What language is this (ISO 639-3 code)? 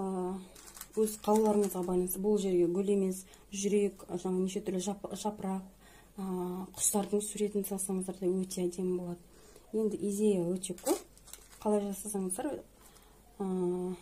kaz